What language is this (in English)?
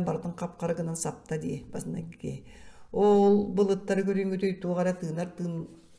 Yakut